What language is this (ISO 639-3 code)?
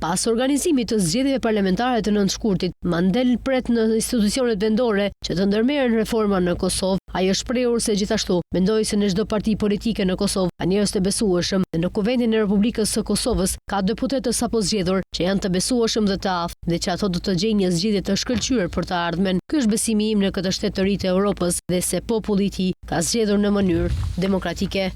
sqi